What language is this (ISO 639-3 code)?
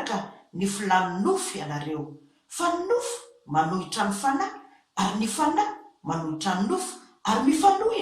mlg